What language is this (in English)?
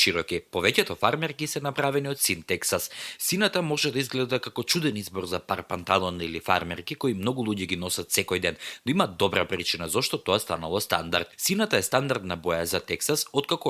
Macedonian